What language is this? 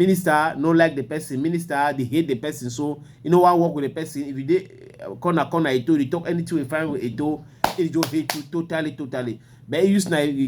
Cameroon Pidgin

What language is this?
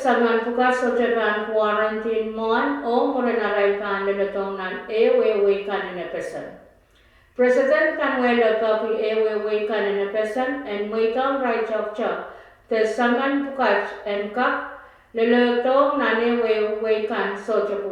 Pohnpeian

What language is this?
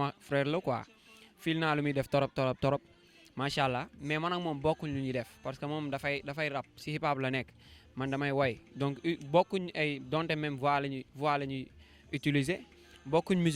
Wolof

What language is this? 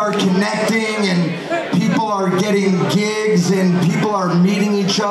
English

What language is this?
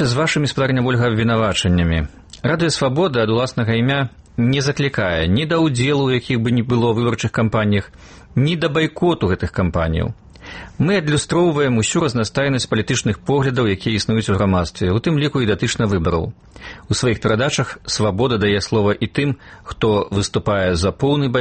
Belarusian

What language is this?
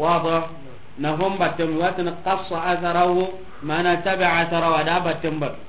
Soninke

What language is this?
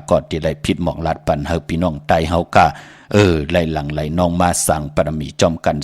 Shan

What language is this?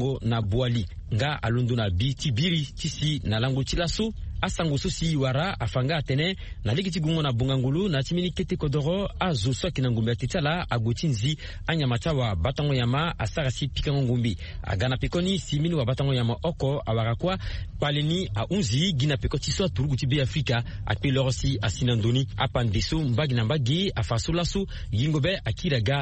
Sango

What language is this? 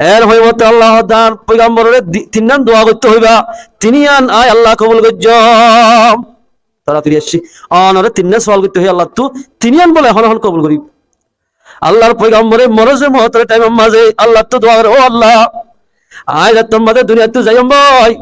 Rohingya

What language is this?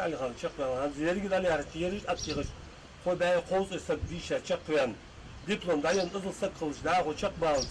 Ingush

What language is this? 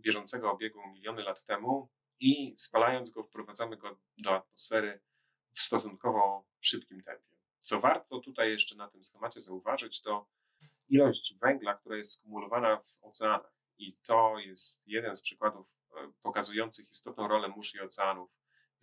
Polish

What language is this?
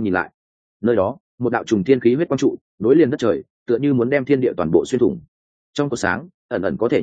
Vietnamese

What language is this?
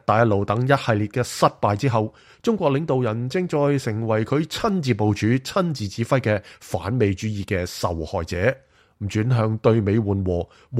Cantonese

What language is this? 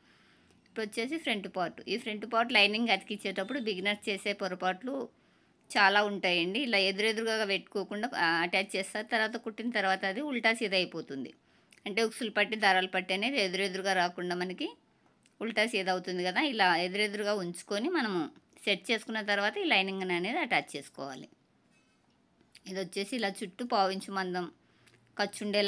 Telugu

